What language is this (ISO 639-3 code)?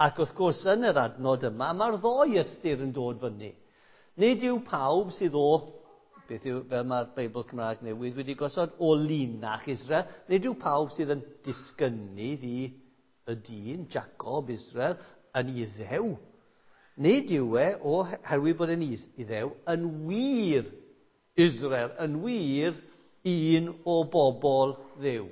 cym